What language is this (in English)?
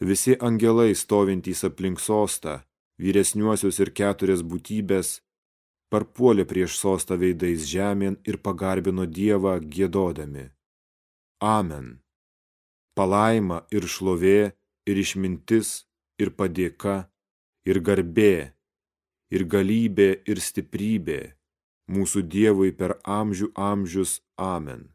Lithuanian